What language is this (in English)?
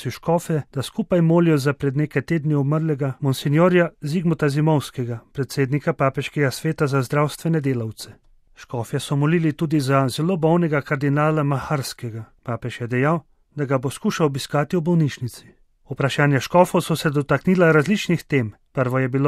Slovenian